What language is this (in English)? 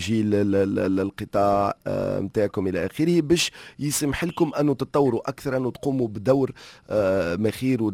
Tunisian Arabic